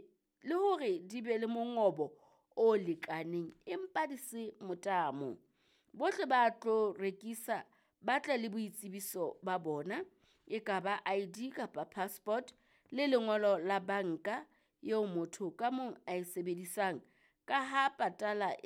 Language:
Southern Sotho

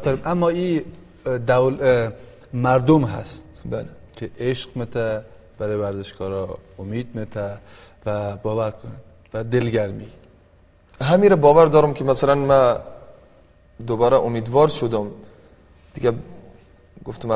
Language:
Persian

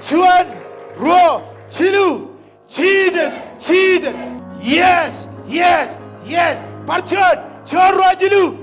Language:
Marshallese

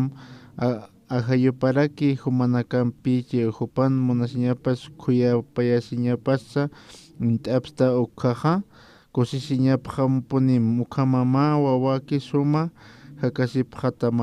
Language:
Aymara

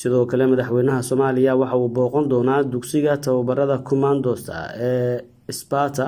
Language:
Somali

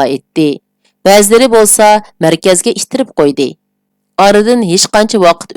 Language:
Uyghur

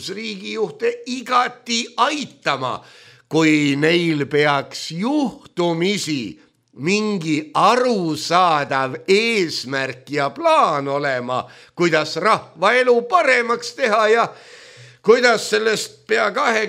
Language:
Estonian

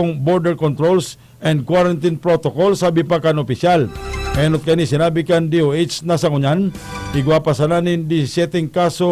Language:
Bikol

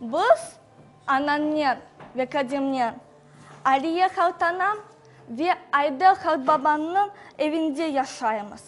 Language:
Crimean Tatar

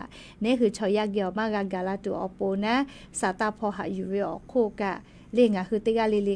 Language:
Lahu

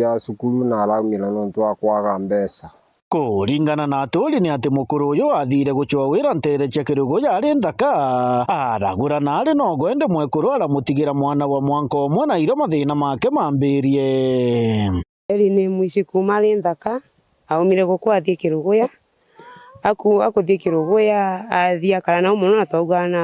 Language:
Meru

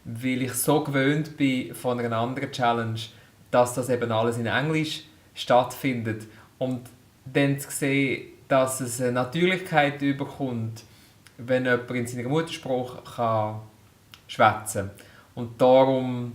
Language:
Swiss German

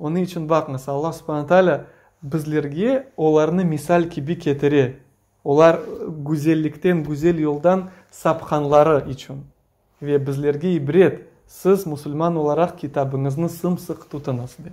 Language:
Crimean Tatar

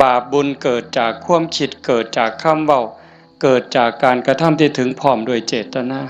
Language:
Northeastern Thai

